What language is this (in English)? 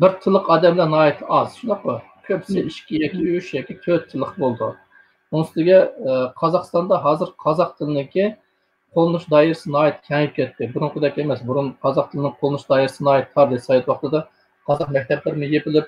Uyghur